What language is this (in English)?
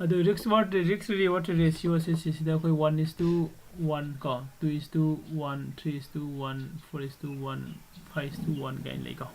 Manipuri